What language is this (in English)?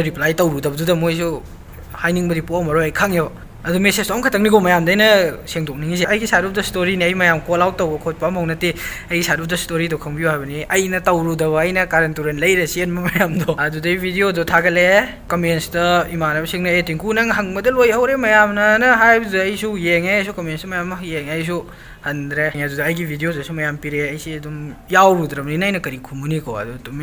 Manipuri